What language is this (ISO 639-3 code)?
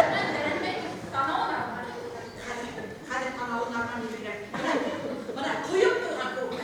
bak